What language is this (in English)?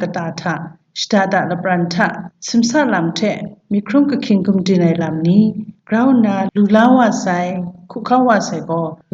Kachin